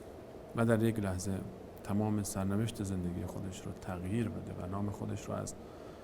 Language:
Persian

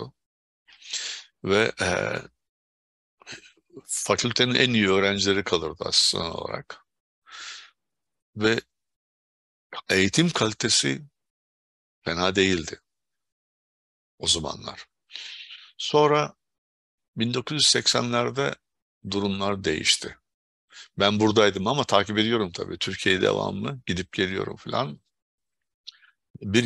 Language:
Turkish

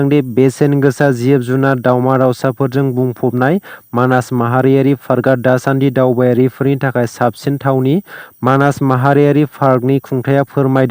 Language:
Bodo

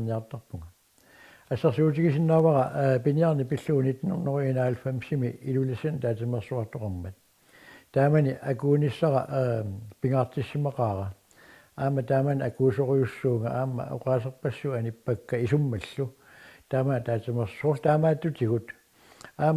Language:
Kalaallisut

